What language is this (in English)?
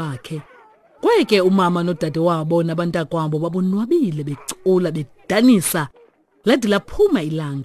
Xhosa